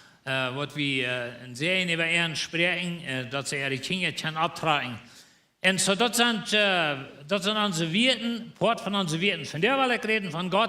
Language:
Plautdietsch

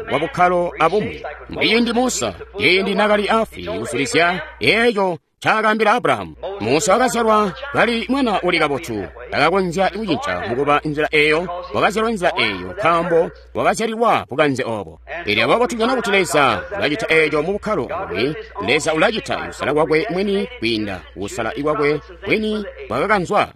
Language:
Tonga (Zambia)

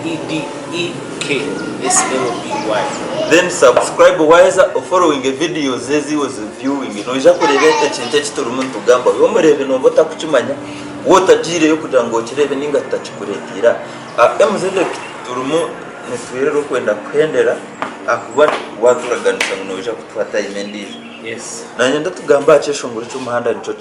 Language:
Nyankole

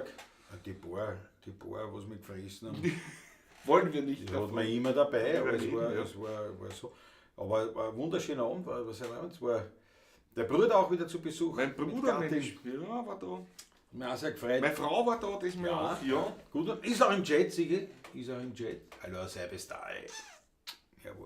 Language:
Bavarian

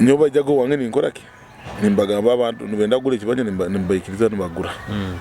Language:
Nyoro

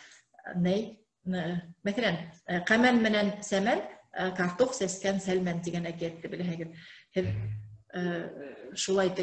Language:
Bashkir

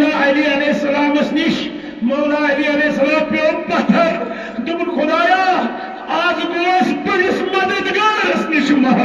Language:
Kashmiri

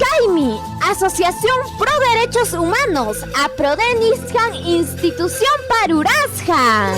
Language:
Ayacucho Quechua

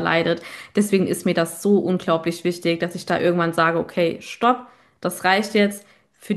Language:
German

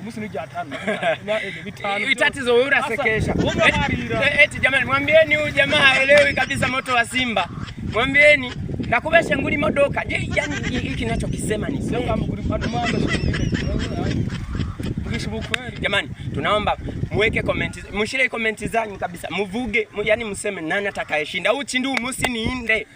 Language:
Swahili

